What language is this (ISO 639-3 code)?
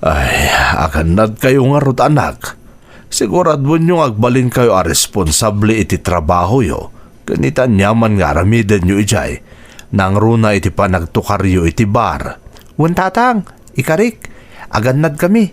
ilo